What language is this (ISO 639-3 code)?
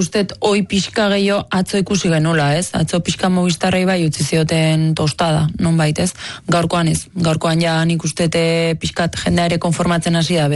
eus